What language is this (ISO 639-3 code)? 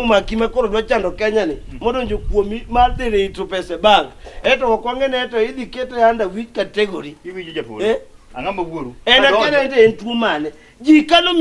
luo